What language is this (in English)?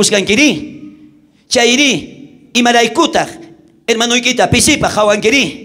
South Bolivian Quechua